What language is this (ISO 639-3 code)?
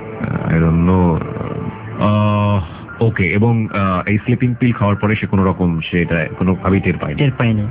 ben